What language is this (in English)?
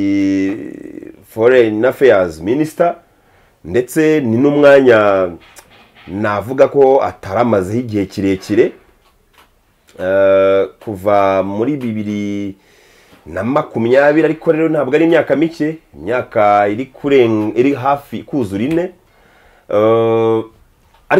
Kinyarwanda